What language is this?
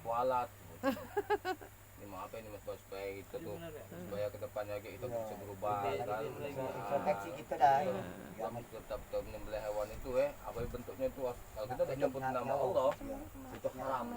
Musi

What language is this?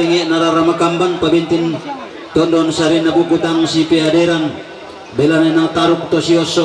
Toraja-Sa'dan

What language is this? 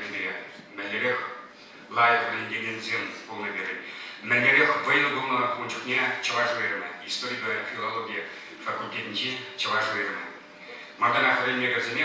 Chuvash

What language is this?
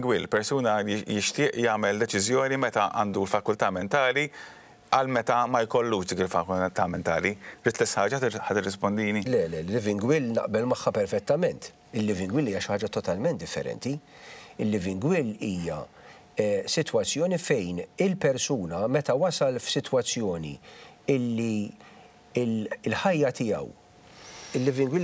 Maltese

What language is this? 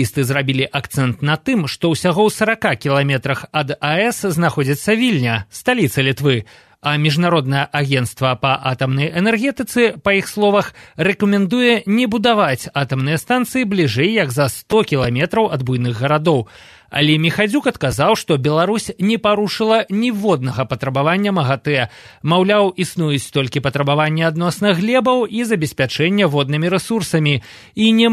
Belarusian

